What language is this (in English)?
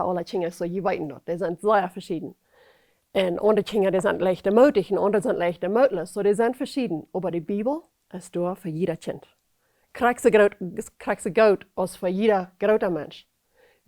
Plautdietsch